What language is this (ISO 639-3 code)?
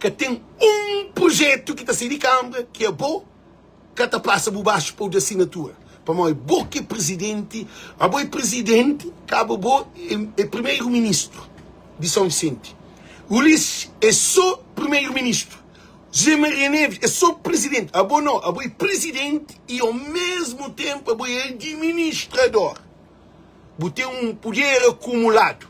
kea